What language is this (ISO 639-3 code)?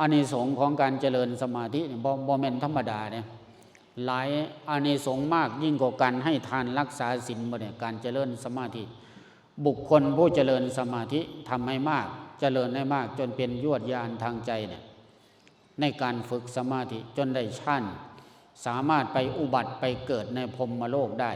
lao